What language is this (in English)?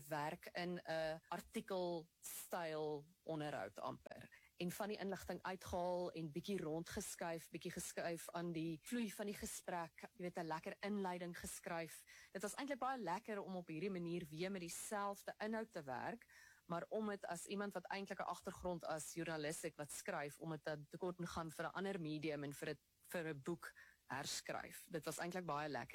Afrikaans